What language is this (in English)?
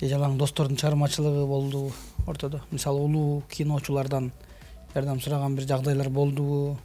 Kyrgyz